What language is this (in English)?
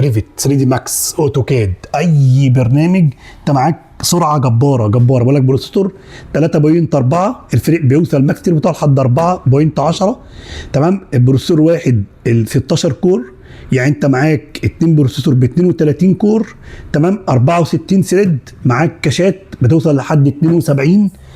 Egyptian Arabic